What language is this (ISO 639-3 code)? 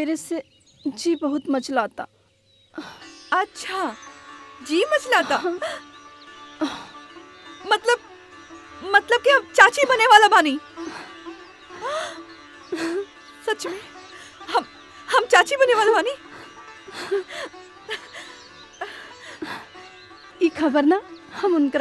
bho